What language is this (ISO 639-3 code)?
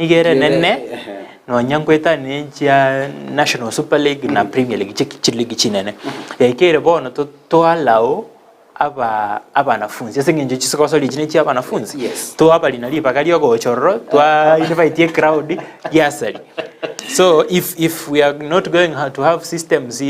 guz